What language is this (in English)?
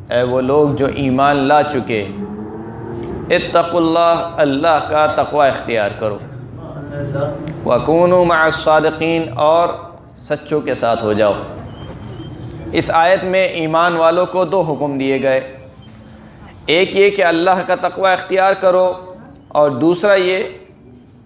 Urdu